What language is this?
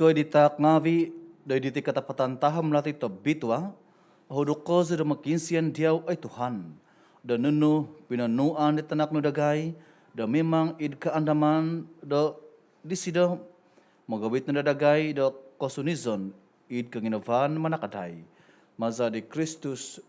Central Dusun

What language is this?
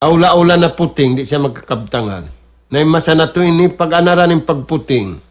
Tausug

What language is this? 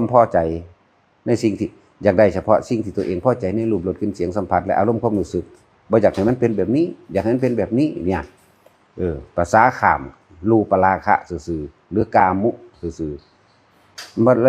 Northeastern Thai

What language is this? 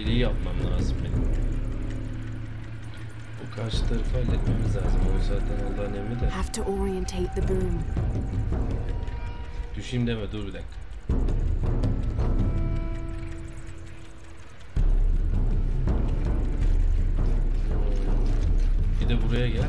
Turkish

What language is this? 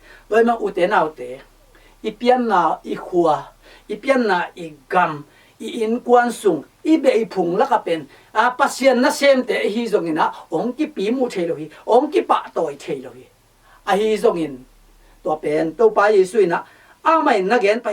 Tedim Chin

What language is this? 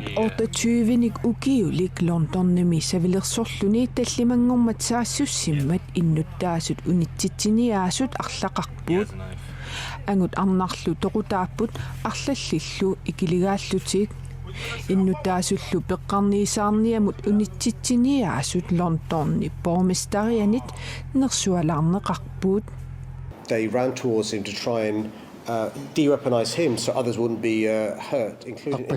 Kalaallisut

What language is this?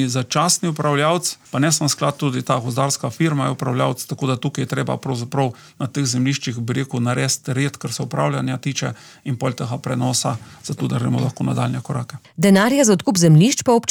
Slovenian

